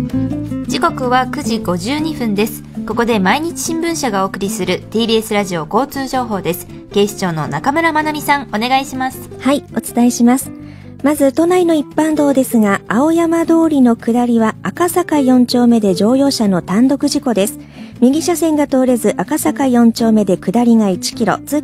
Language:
Japanese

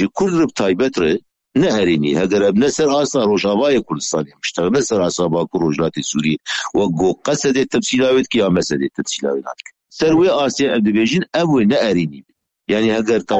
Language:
Kurdish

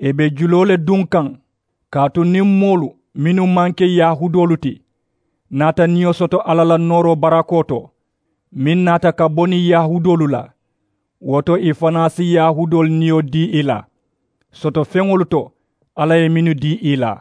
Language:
Mandingo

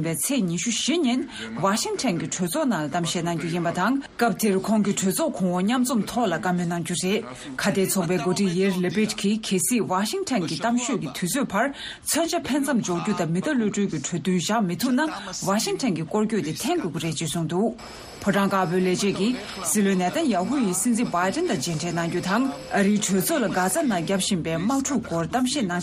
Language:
Tibetan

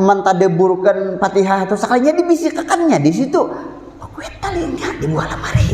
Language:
Banjar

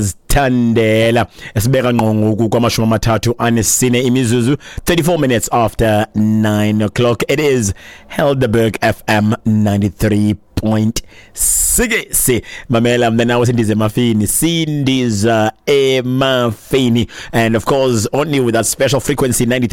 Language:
Xhosa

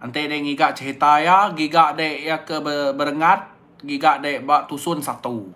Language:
Iban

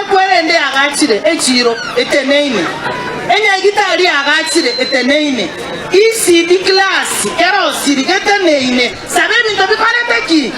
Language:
Gusii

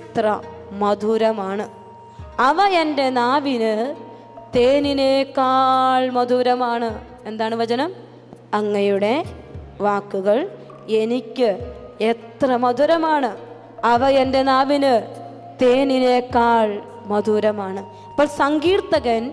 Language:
Malayalam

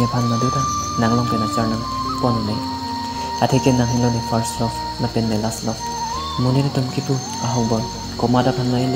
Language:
Karbi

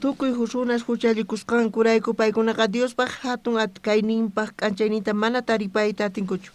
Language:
South Bolivian Quechua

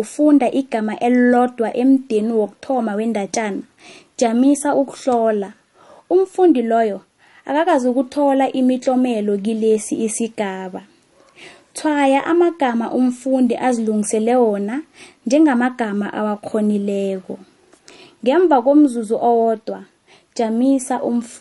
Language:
South Ndebele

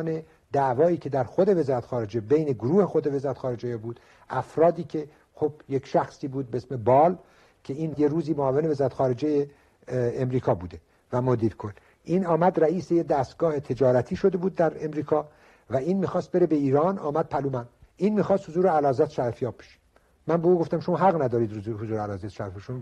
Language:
Persian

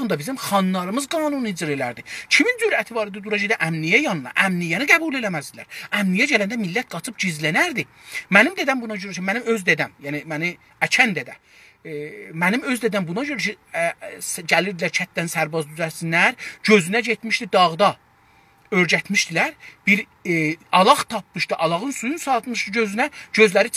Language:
South Azerbaijani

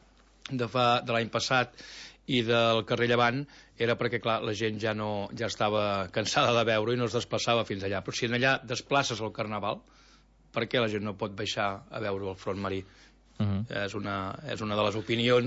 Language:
Catalan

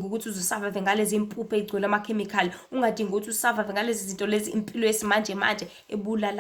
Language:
Zulu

